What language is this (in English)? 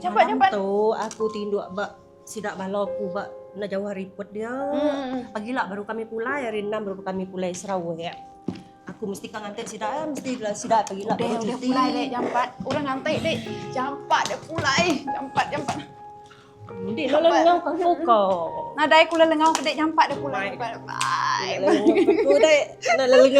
Iban